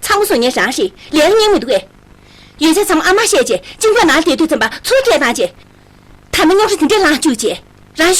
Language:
Tibetan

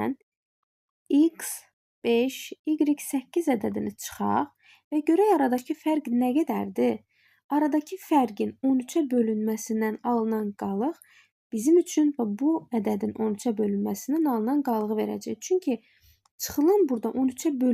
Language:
Azerbaijani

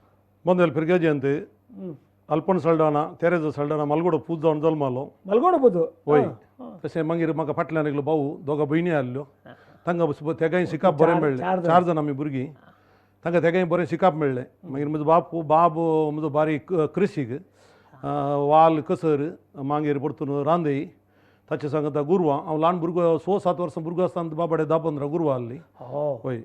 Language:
Konkani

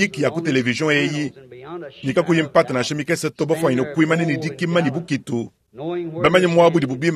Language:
Luba-Lulua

